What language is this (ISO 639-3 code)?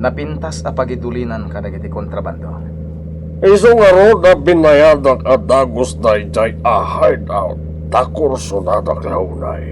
ilo